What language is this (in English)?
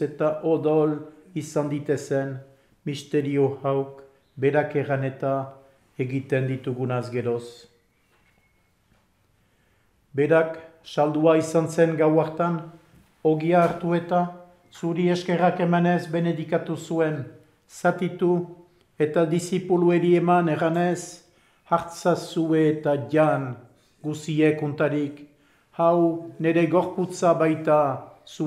Basque